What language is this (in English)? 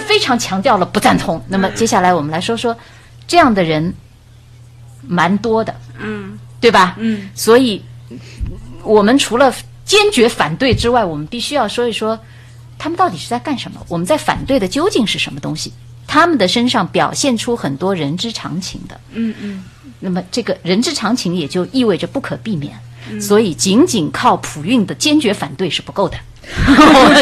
Chinese